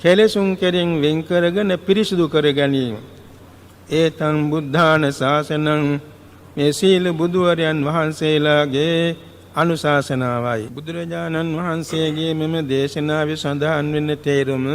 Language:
Sinhala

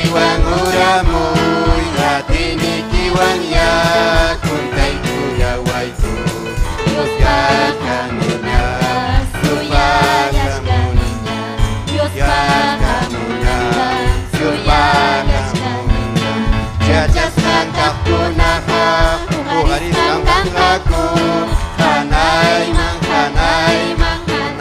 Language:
Ayacucho Quechua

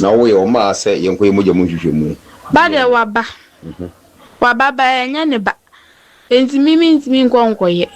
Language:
Akan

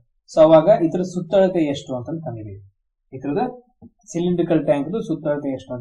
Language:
Kannada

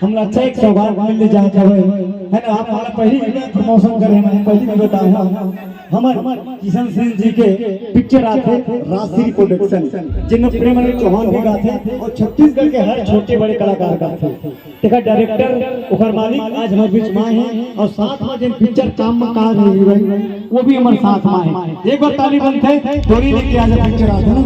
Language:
Chhattisgarhi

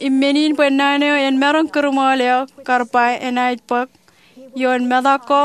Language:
Marshallese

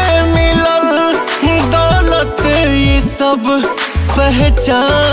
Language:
Bhojpuri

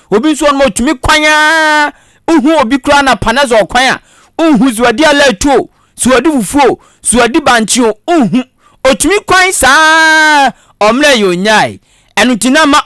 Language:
Akan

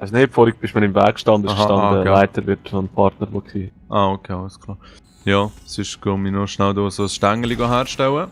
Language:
Swiss German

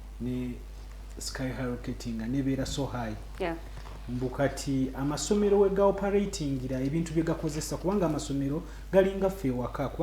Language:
Ganda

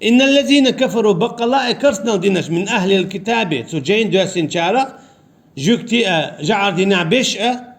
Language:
Chechen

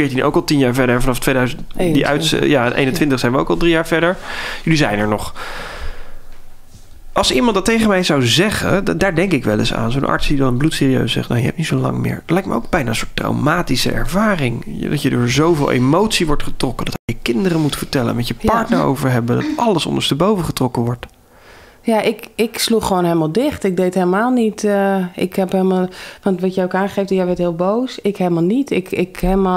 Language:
Dutch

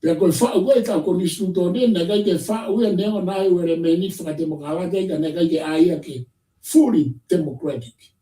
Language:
Tongan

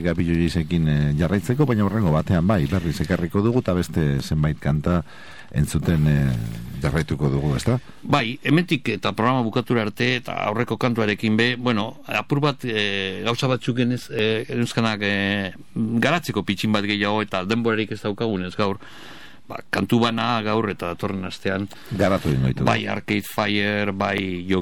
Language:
Basque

